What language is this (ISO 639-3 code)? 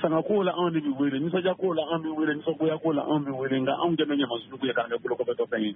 bam